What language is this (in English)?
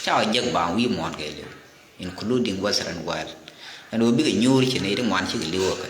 Nuer